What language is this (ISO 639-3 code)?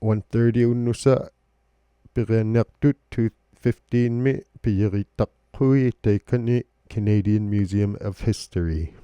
iku